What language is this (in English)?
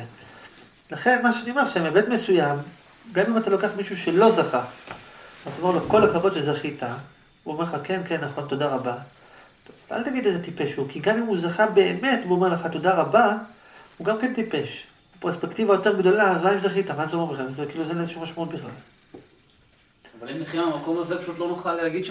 Hebrew